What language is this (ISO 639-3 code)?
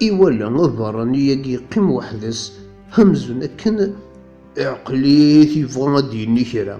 kab